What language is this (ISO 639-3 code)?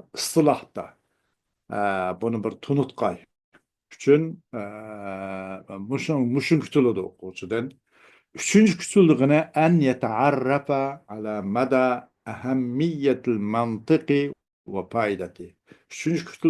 uig